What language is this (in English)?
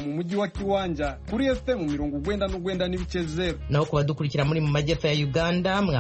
Kinyarwanda